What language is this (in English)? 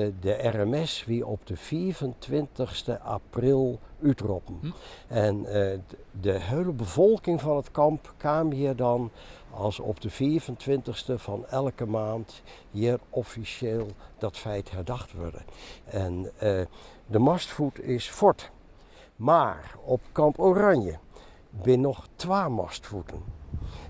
Western Frisian